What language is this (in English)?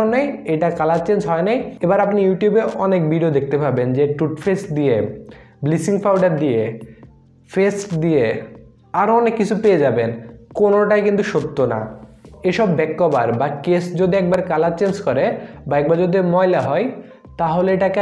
Bangla